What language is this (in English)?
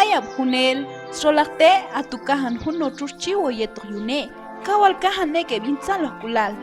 Q'anjob'al